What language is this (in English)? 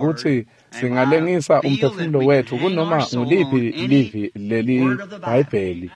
Swati